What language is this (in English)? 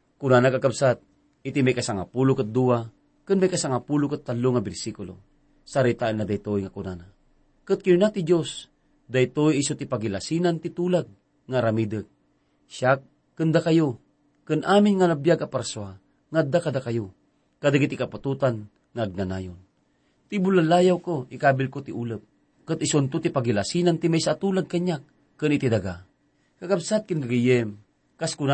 Iloko